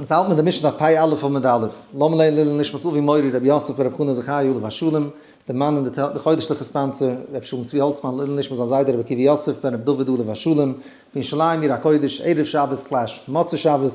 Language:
Yiddish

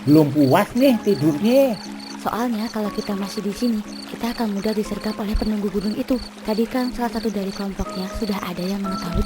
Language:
Betawi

